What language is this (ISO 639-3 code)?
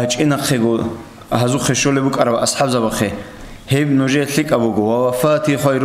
ava